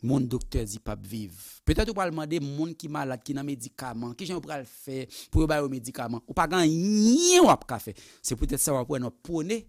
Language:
Haitian Creole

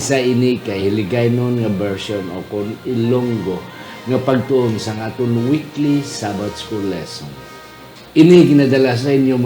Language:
Hiligaynon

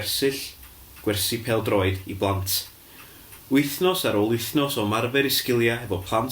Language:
Welsh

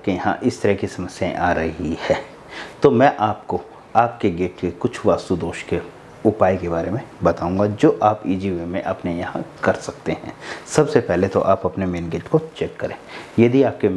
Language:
Hindi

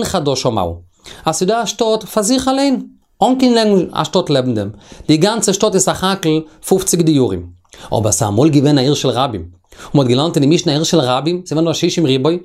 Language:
Yiddish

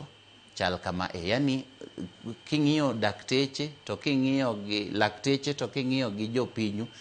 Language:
Luo (Kenya and Tanzania)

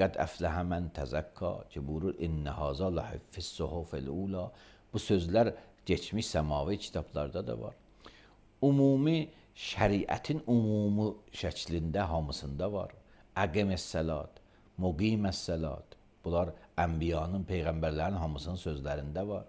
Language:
Azerbaijani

